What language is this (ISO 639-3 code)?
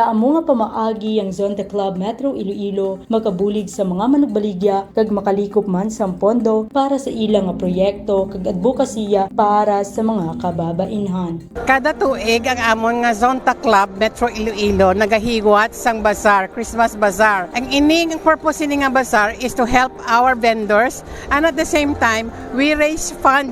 hil